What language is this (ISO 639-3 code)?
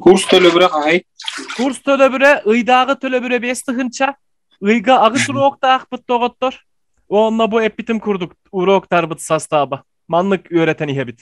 sah